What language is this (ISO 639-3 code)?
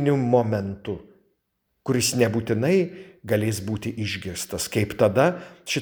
lit